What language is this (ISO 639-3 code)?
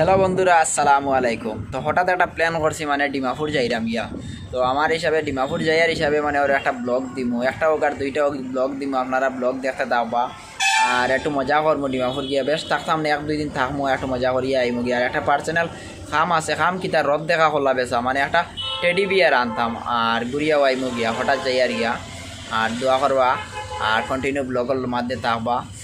syl